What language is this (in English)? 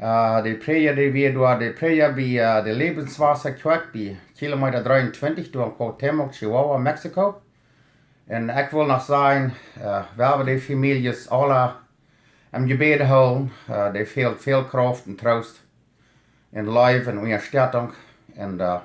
Plautdietsch